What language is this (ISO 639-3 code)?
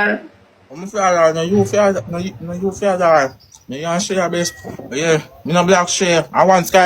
jam